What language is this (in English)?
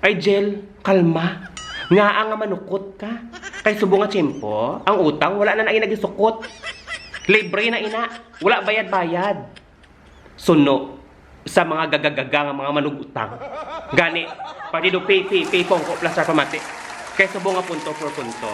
Hiligaynon